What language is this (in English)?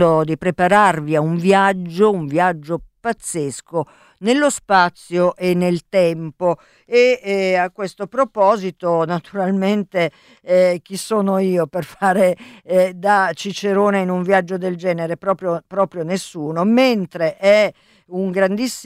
Italian